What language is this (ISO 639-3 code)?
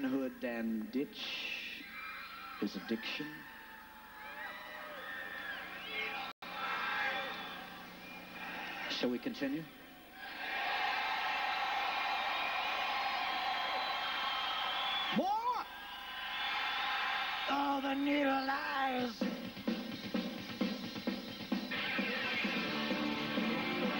eng